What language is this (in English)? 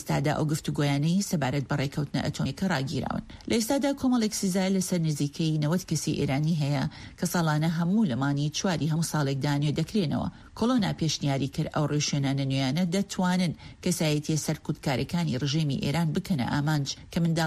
Central Kurdish